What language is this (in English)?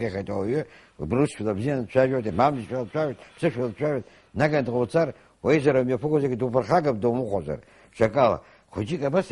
Abkhazian